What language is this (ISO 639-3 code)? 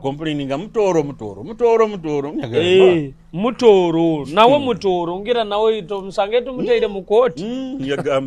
nyo